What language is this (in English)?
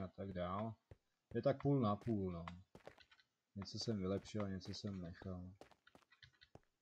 Czech